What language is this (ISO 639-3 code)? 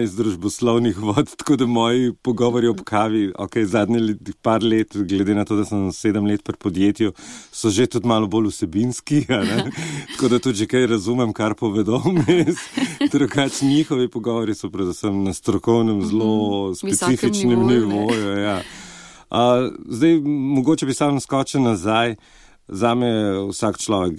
slv